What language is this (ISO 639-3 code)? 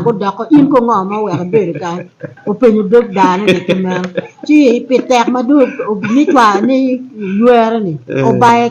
ach